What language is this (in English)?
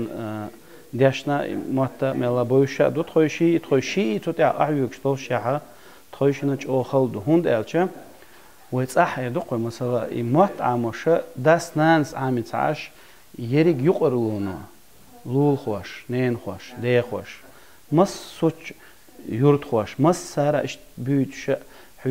Chechen